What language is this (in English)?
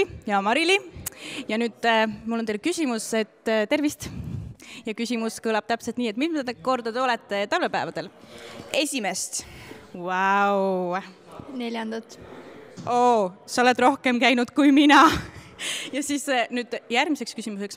Estonian